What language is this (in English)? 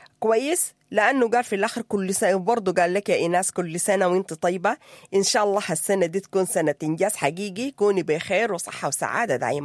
Sudanese Arabic